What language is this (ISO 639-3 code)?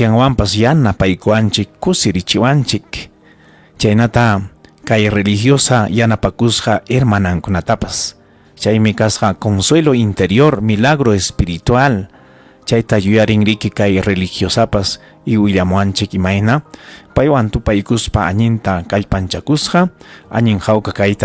quy